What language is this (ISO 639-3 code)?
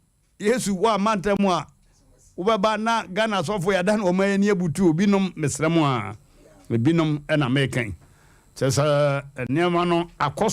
aka